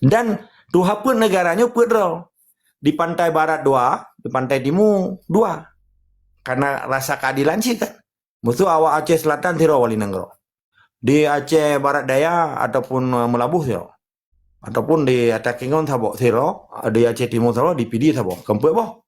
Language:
Achinese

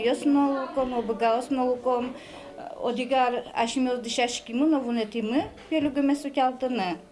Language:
Udmurt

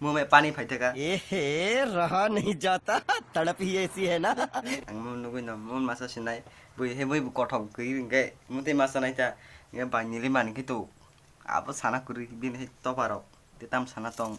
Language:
Kok Borok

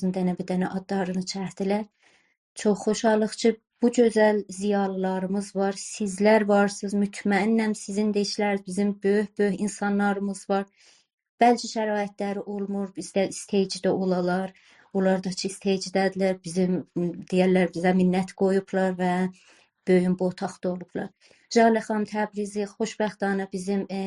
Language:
South Azerbaijani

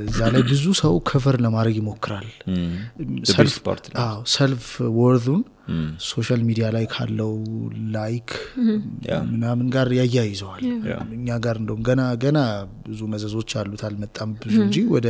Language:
Amharic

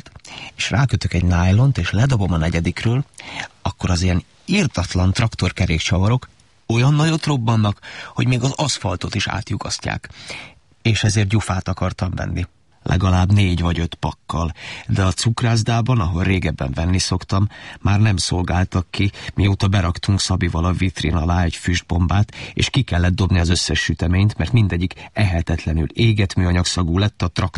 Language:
Hungarian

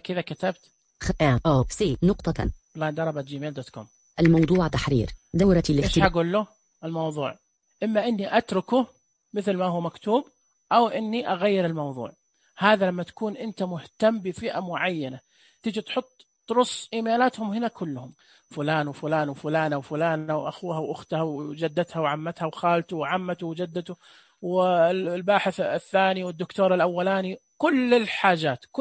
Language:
Najdi Arabic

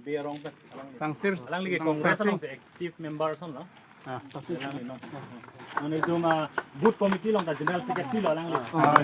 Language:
Karbi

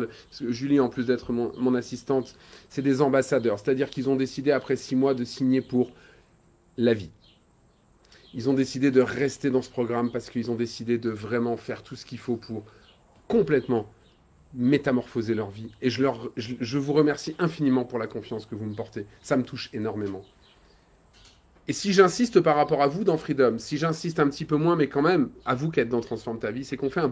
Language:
French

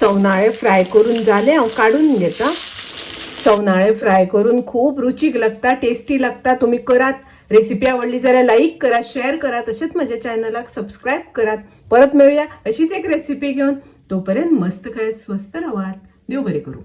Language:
Konkani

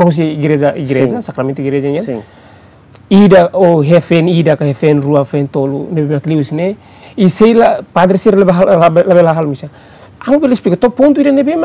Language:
Tetum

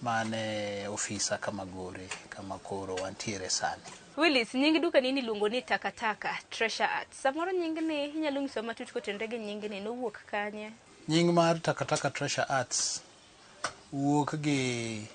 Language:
Luo (Kenya and Tanzania)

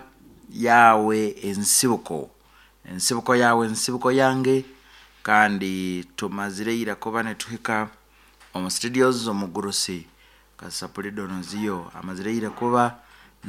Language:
Nyankole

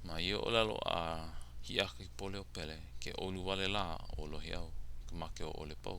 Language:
Hawaiian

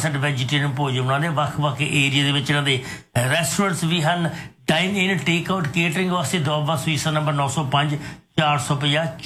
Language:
Punjabi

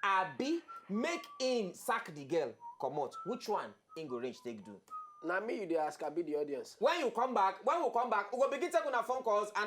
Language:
Nigerian Pidgin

